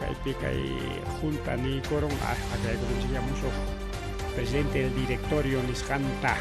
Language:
Ayacucho Quechua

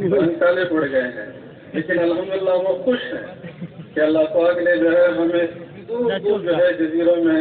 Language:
Urdu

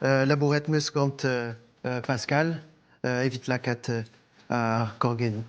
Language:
Breton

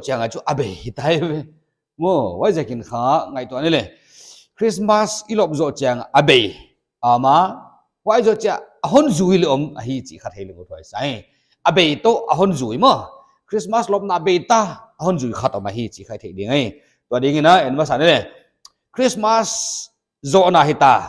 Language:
Paite Chin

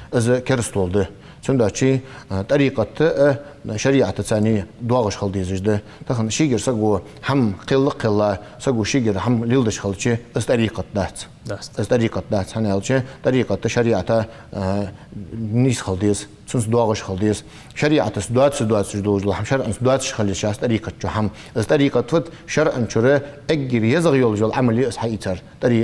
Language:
Ingush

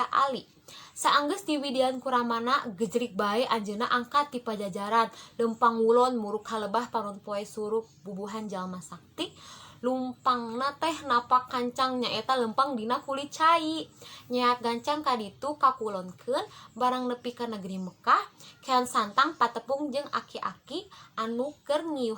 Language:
Sundanese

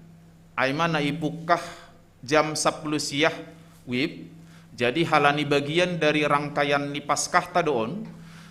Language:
Batak Simalungun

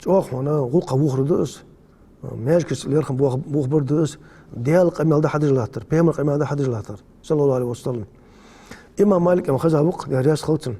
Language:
Ingush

